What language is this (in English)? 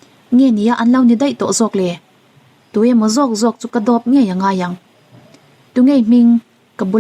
Mizo